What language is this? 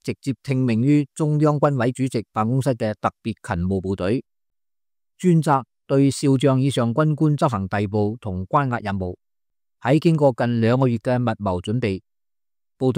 Cantonese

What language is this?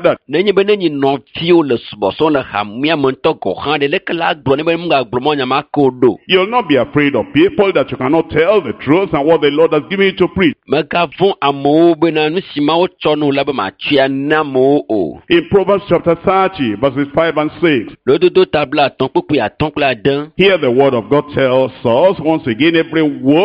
Ewe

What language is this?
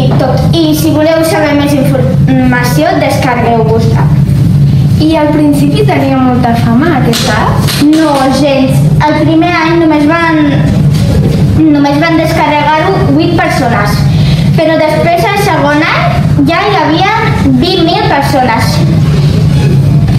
Catalan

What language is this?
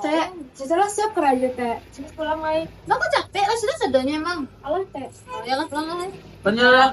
Minangkabau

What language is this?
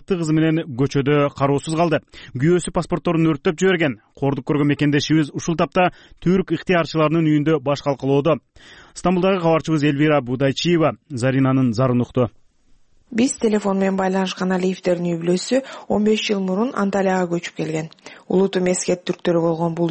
Kyrgyz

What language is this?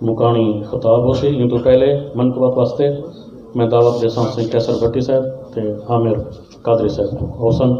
Saraiki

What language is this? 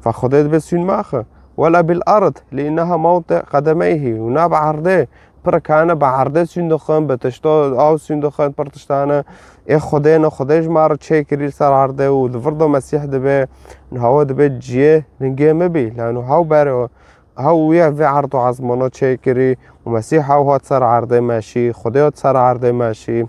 Kurdish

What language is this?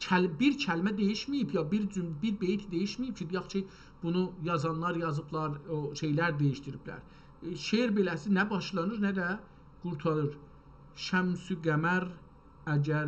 South Azerbaijani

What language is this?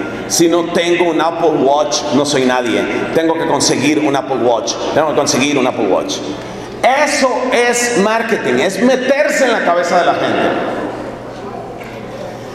Spanish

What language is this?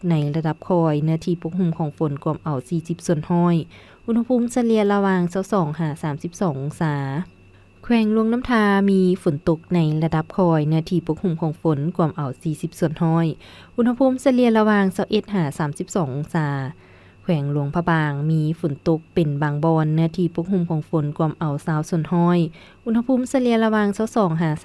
Lao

